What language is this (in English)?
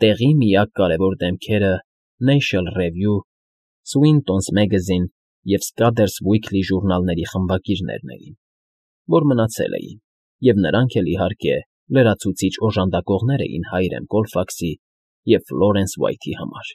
Armenian